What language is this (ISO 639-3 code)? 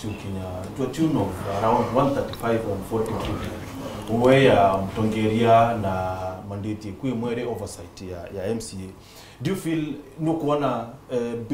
mer